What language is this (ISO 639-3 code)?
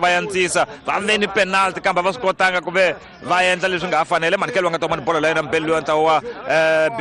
tso